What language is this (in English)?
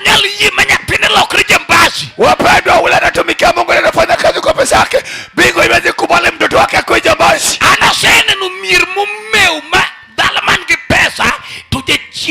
Luo (Kenya and Tanzania)